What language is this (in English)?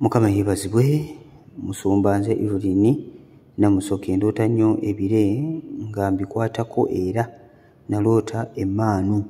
Ganda